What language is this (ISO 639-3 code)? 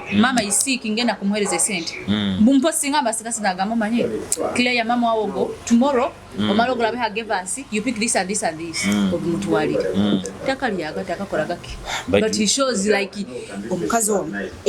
nyo